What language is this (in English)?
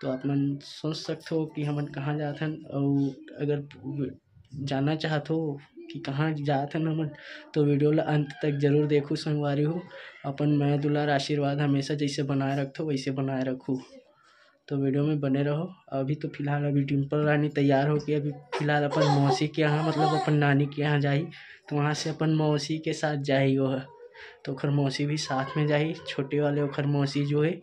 Chhattisgarhi